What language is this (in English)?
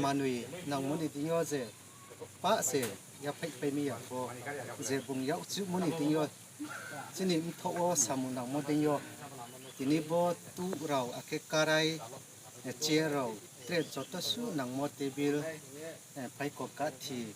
Riang (India)